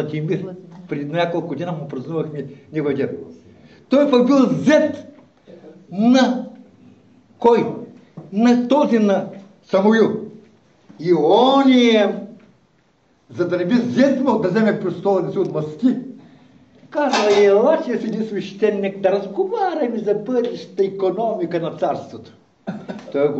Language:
Bulgarian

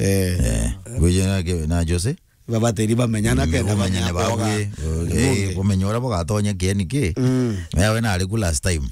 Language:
Meru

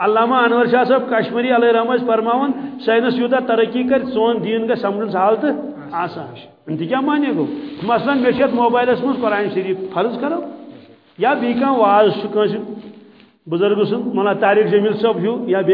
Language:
Kashmiri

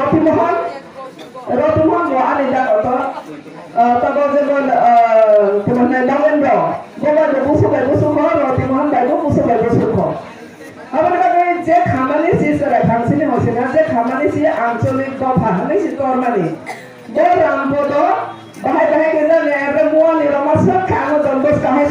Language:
Kok Borok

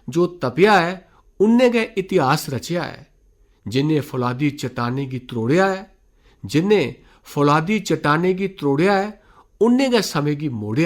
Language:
Dogri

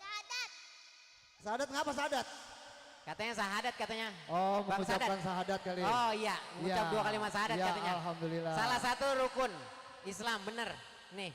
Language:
Betawi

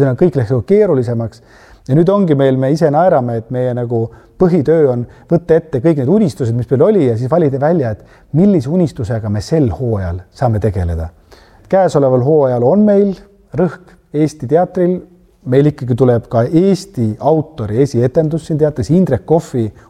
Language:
Estonian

